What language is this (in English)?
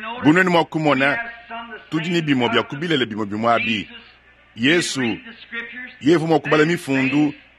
Luba-Lulua